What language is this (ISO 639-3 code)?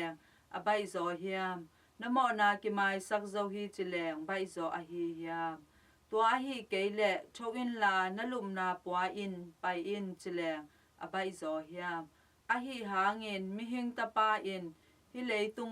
ctd